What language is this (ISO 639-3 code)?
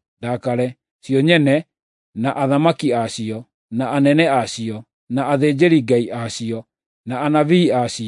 kik